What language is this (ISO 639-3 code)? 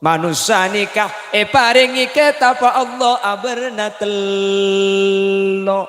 mad